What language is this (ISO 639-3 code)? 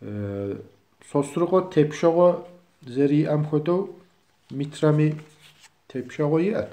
kbd